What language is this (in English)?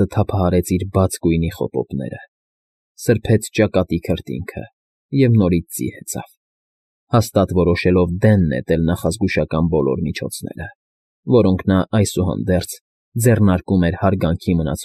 Armenian